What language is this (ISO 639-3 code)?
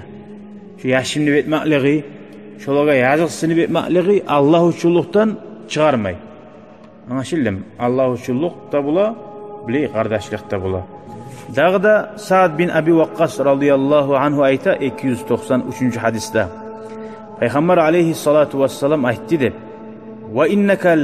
kum